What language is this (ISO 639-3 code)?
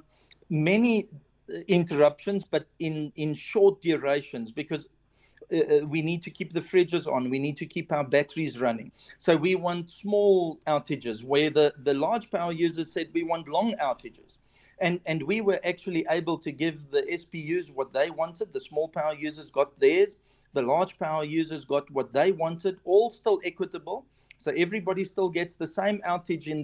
eng